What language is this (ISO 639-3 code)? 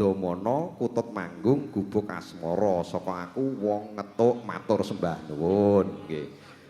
jav